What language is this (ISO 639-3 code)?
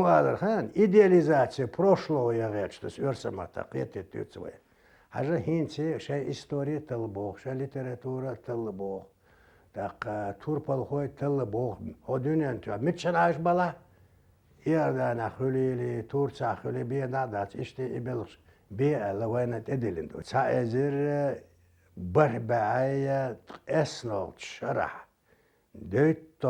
che